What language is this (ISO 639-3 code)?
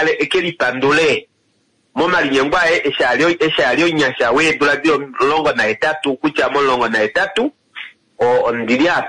kua